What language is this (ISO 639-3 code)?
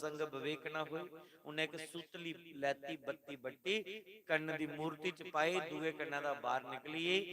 doi